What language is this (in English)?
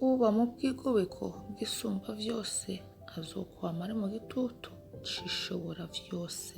Rundi